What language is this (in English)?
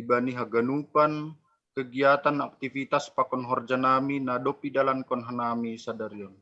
Batak Simalungun